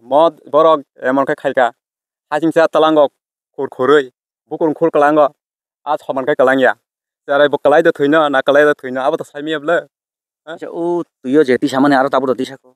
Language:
Kok Borok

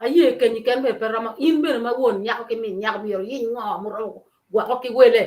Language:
Acoli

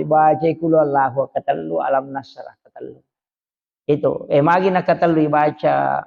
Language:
Buginese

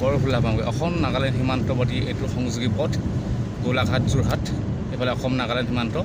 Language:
Assamese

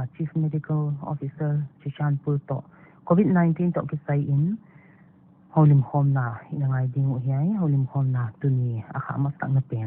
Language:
Paite Chin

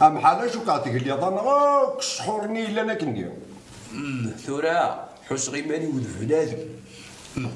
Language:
Kabyle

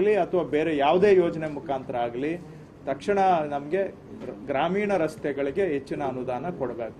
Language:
Kannada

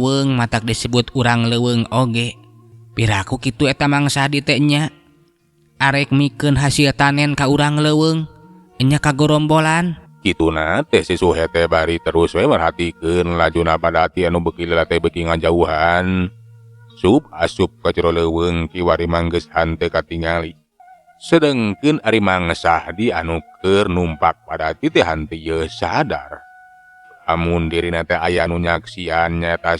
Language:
Sundanese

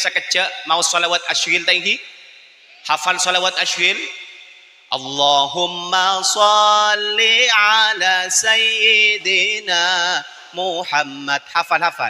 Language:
Madurese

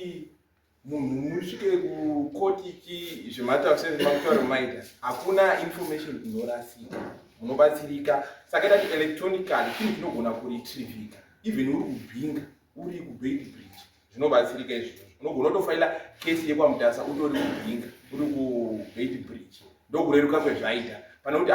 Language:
Shona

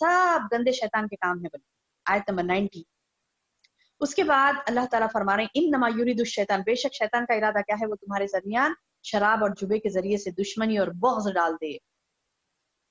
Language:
Urdu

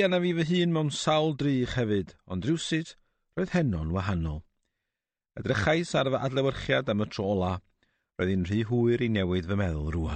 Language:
Welsh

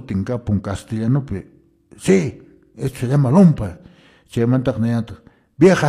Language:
Quechua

